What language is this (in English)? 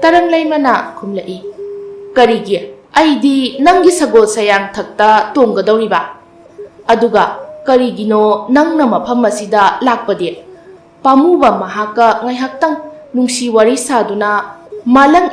Manipuri